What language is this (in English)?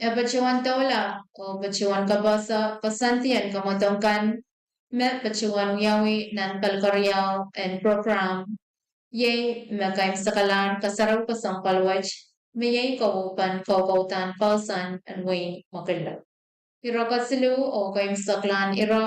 Pohnpeian